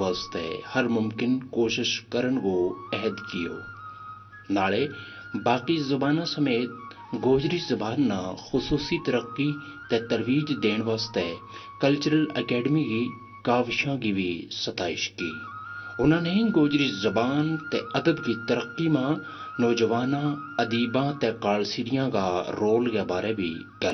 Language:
Gujari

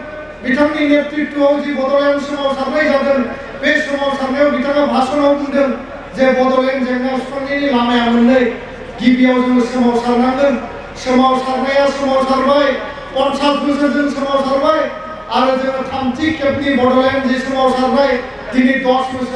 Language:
Bodo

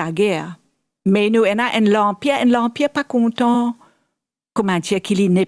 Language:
Morisyen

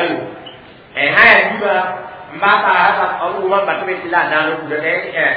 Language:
Mossi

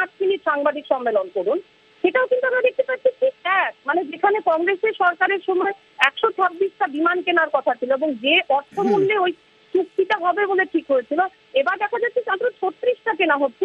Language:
Bangla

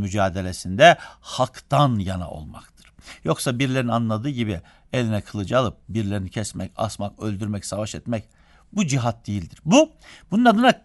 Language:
Turkish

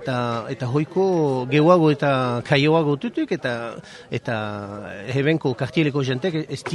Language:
Basque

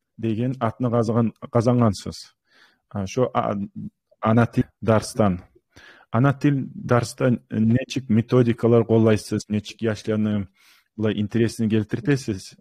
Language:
Kumyk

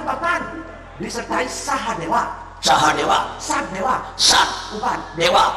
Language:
Balinese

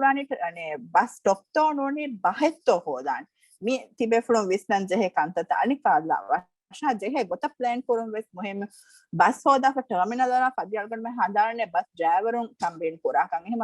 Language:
Divehi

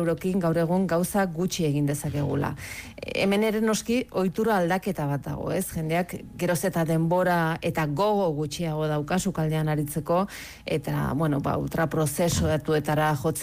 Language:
Basque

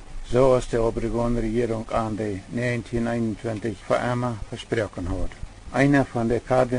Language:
Plautdietsch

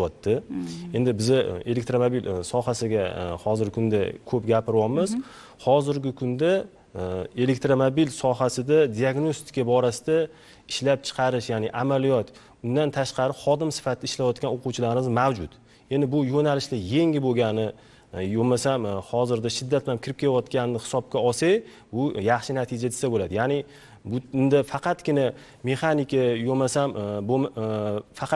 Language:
Uzbek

